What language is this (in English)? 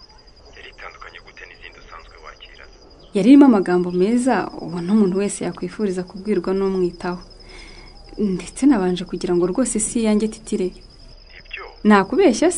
Kinyarwanda